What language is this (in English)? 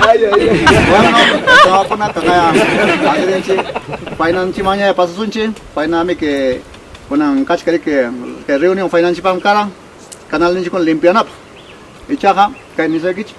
Ayacucho Quechua